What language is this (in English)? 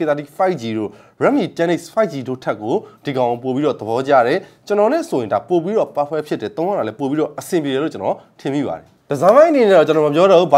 Burmese